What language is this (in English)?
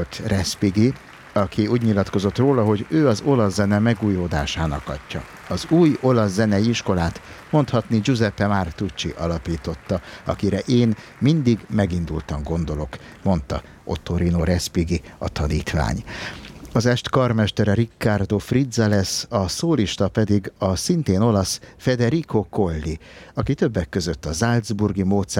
Hungarian